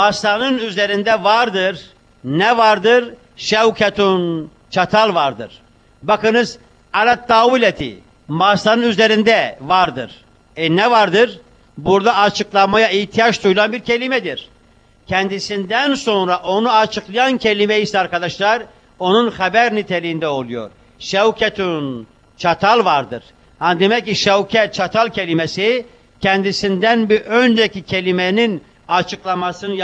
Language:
Turkish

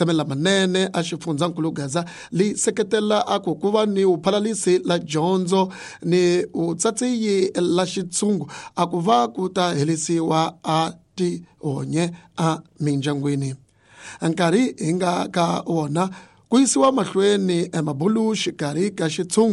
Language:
Tsonga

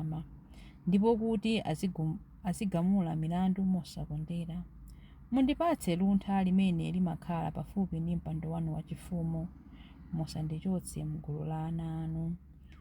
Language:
Nyanja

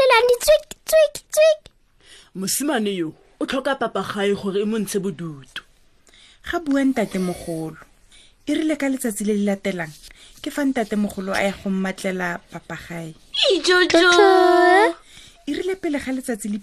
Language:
Tswana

